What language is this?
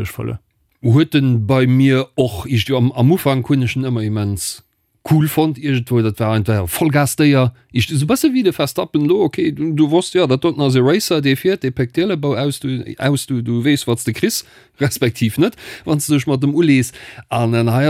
Luxembourgish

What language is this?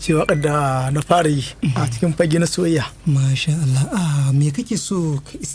Hausa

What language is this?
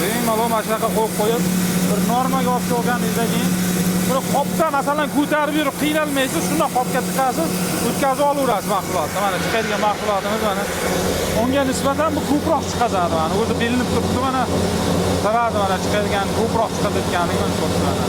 Uzbek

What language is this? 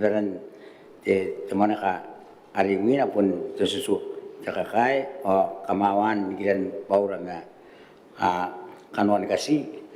Gilbertese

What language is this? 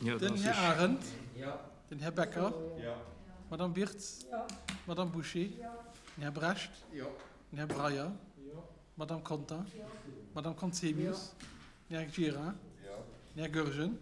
Luxembourgish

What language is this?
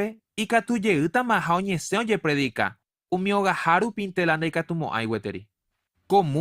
Guarani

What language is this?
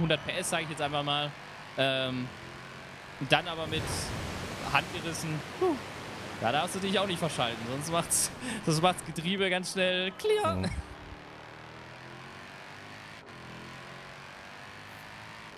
German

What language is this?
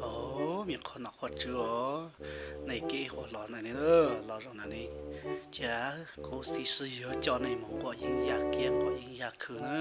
Hmong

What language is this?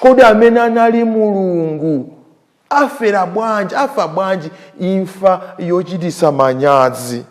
Nyanja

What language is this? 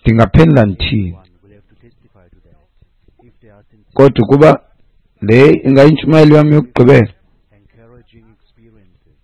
Xhosa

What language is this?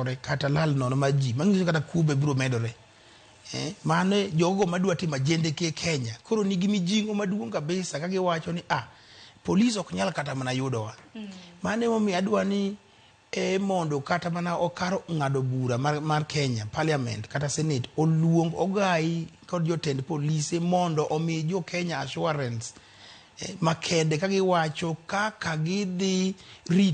Luo (Kenya and Tanzania)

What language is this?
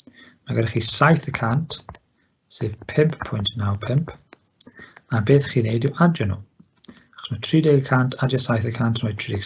Welsh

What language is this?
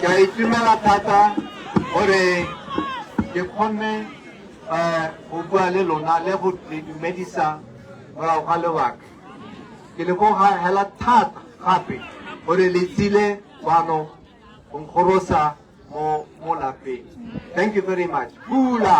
Tswana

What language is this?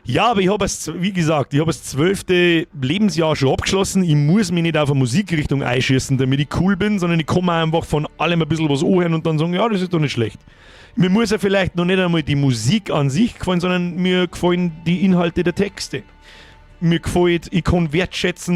Bavarian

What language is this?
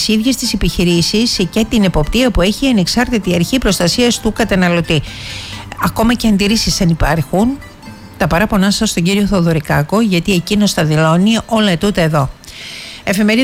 Greek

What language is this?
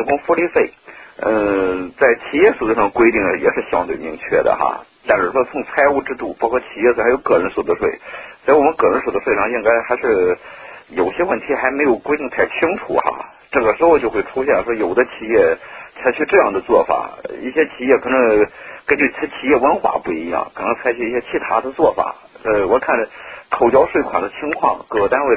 Chinese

